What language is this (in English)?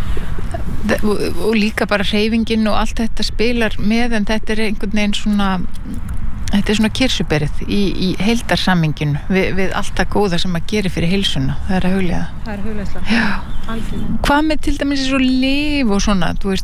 Icelandic